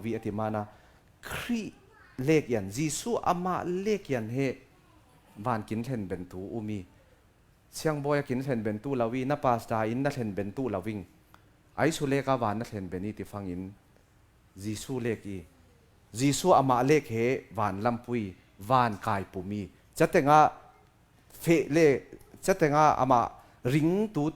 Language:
Falam Chin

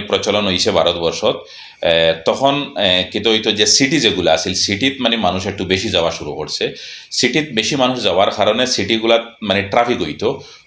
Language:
Sylheti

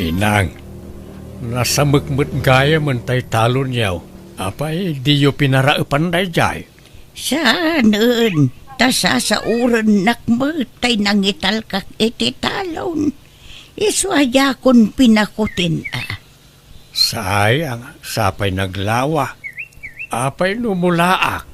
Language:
Iloko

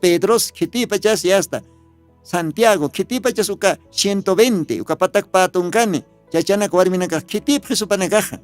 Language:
Aymara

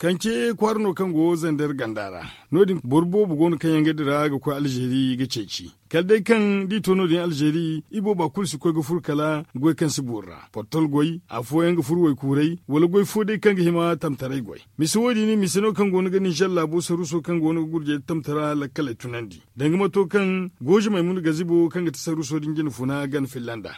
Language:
Zarma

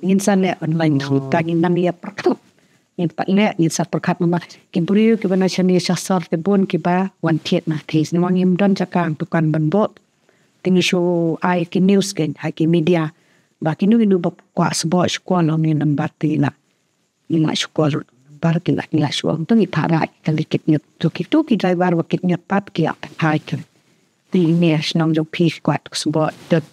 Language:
Khasi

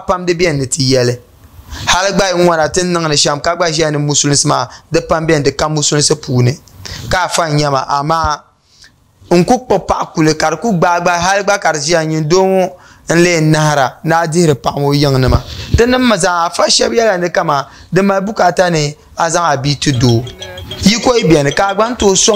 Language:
Dagbani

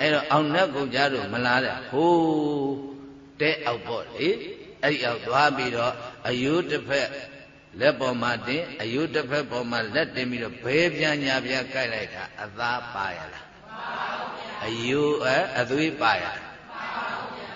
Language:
Burmese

